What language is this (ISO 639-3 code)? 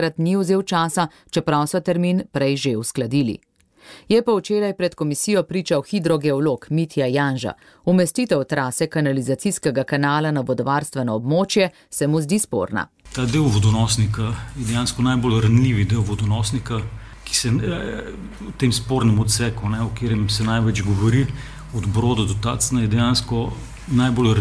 slv